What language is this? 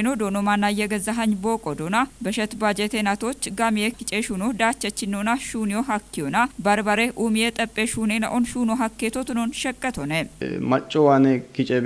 Kafa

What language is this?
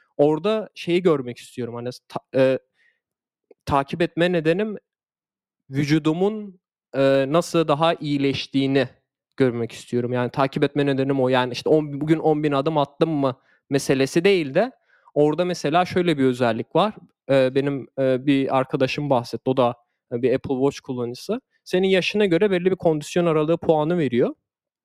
Turkish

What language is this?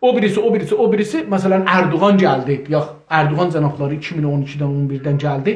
South Azerbaijani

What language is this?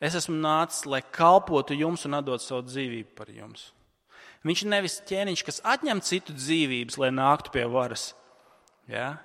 Latvian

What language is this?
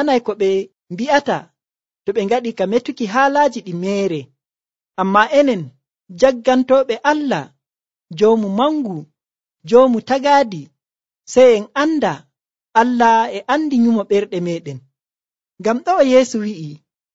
Nigerian Fulfulde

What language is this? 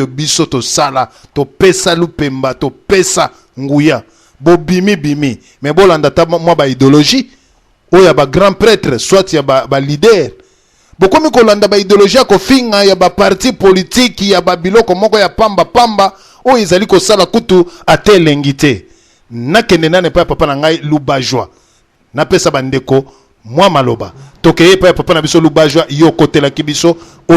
Lingala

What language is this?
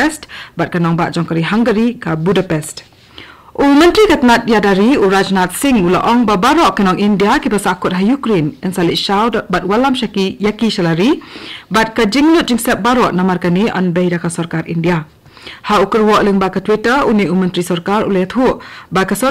Khasi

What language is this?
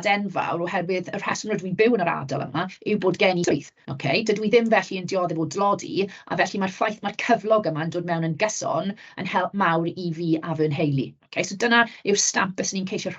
Welsh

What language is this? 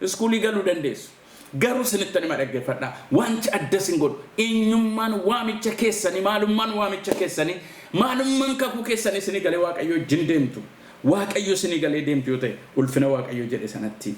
Oromo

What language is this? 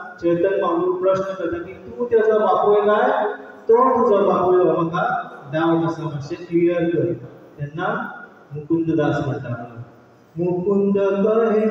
Konkani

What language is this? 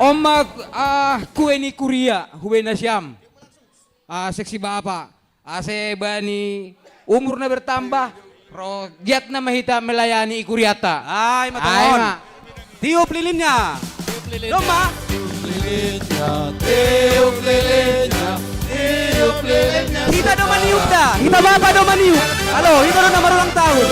Batak Simalungun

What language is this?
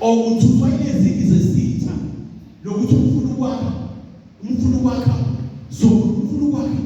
Zulu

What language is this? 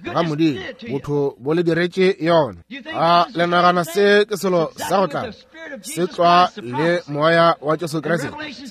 Northern Sotho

